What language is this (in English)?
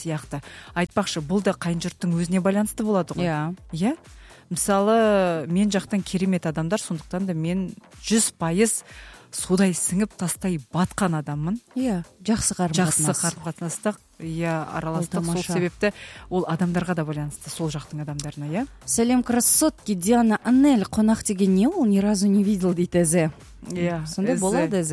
Kazakh